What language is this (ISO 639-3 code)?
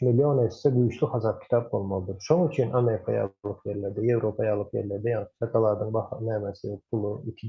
tuk